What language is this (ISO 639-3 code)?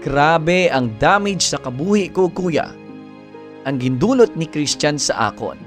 hil